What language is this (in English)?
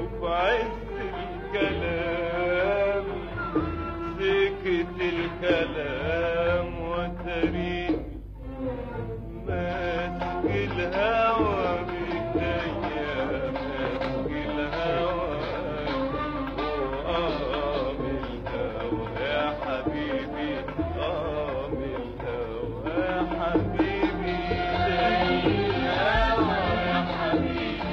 Egyptian Arabic